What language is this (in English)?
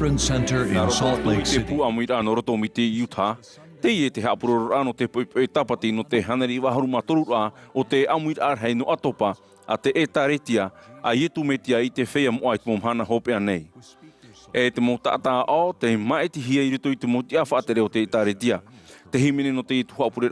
Tahitian